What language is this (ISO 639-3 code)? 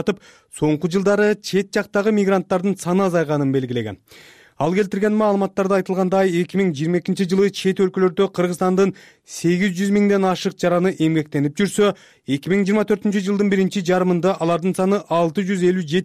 kir